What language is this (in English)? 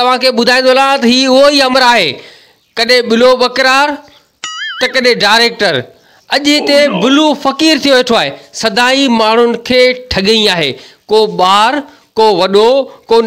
Sindhi